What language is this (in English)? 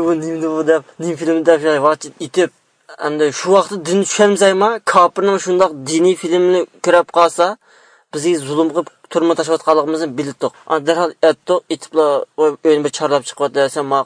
Uyghur